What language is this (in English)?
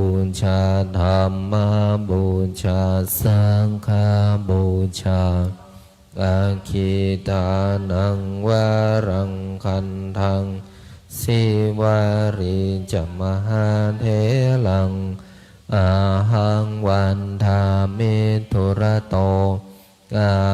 Pali